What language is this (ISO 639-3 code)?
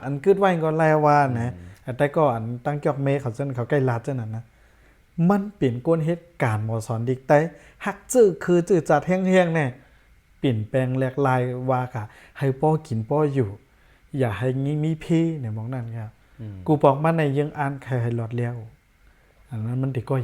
shn